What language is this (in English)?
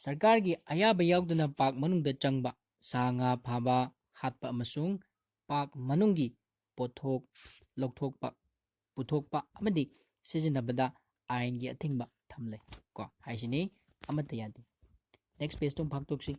Manipuri